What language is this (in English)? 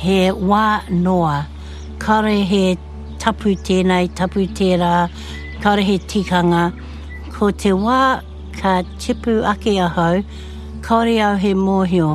Māori